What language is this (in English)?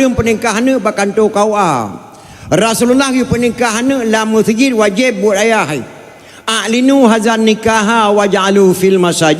Achinese